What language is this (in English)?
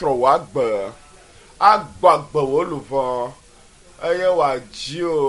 Ewe